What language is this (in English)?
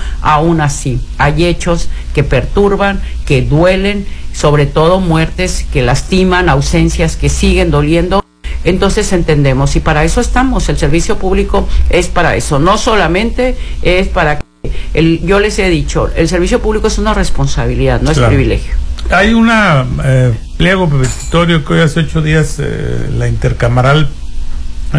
Spanish